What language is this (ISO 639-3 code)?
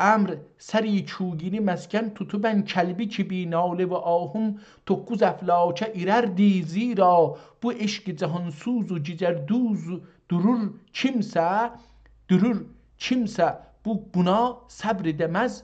azb